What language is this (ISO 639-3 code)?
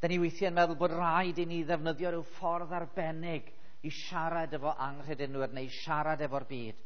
cym